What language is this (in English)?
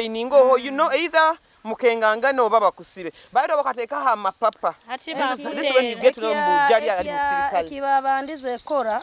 Nyoro